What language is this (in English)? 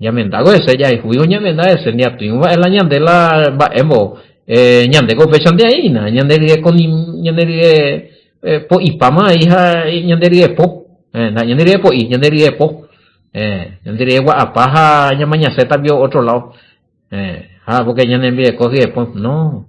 Guarani